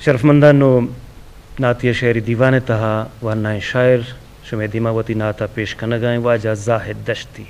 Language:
Eastern Balochi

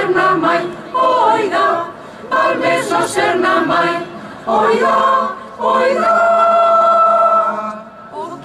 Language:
Catalan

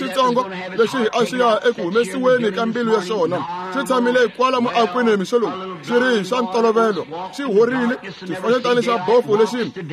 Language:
Tsonga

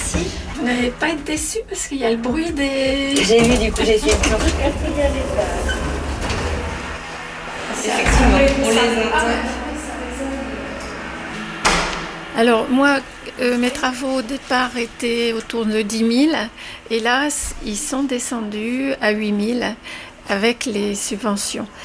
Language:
French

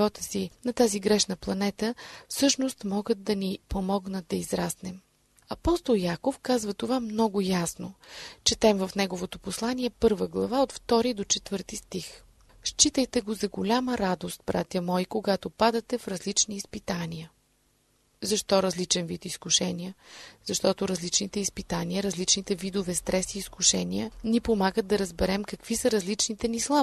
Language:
Bulgarian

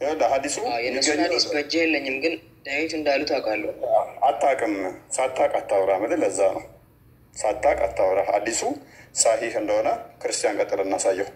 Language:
Amharic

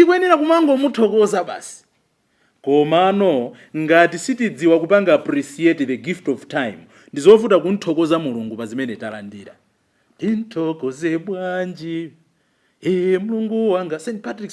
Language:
Nyanja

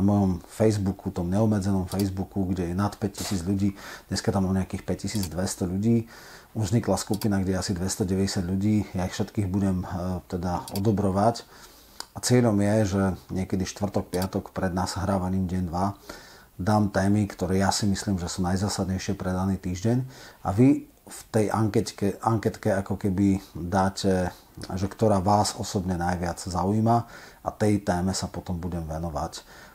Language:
Slovak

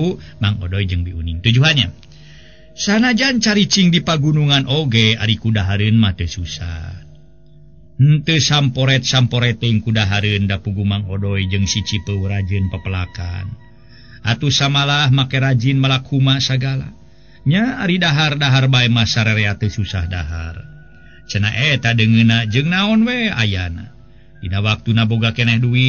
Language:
Sundanese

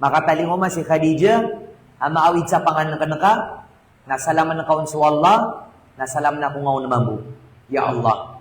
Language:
Maranao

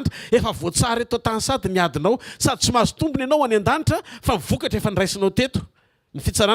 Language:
Malagasy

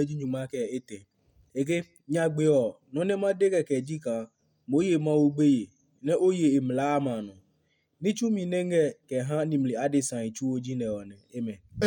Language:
Adangme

